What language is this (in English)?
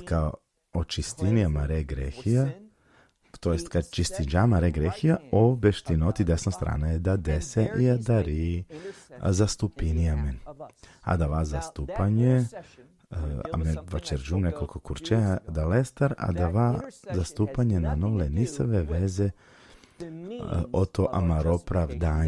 Balkan Romani